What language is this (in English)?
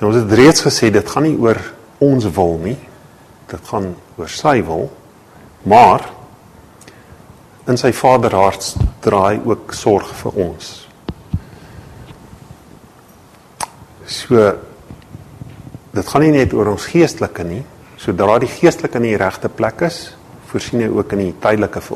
Afrikaans